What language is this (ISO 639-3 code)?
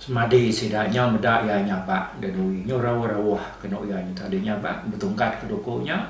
iba